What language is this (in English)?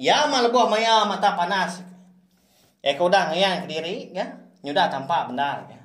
Iban